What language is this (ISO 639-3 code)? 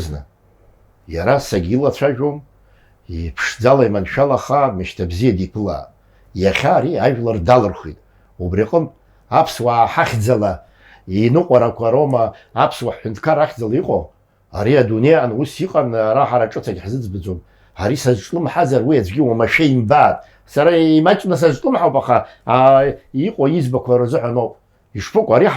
abk